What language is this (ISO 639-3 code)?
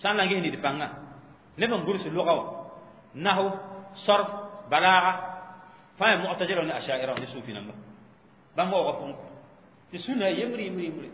mos